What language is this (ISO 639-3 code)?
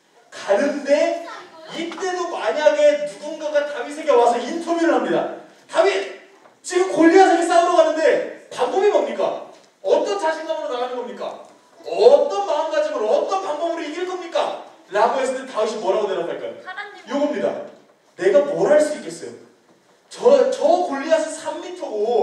kor